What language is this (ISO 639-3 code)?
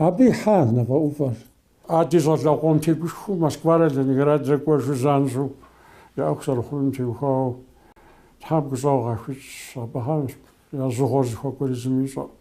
kbd